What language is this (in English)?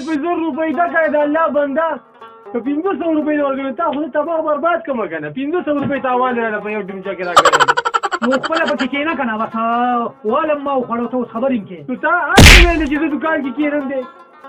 Pashto